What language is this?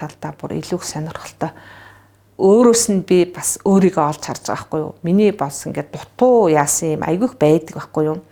Mongolian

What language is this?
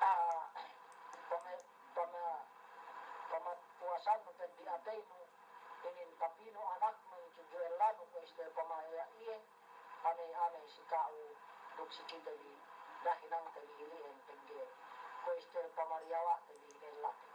Yakan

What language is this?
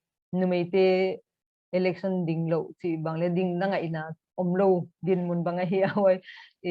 Paite Chin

